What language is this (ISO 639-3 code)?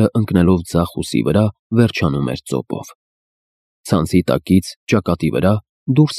hye